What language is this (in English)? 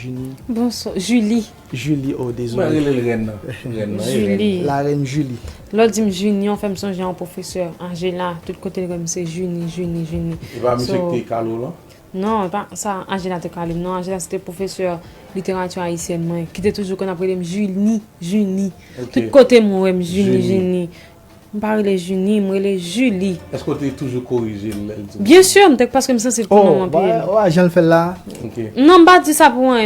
Haitian Creole